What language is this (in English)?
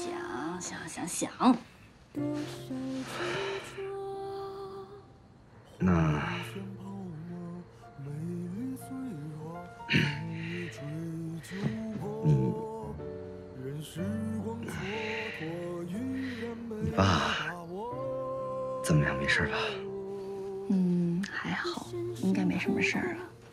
Chinese